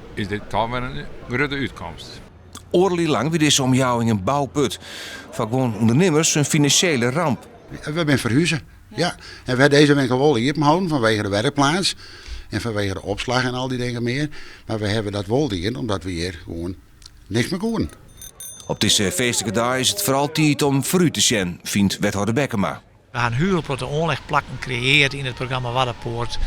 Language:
Western Frisian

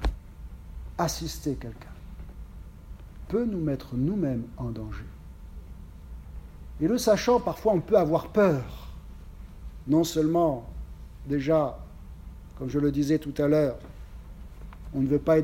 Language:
French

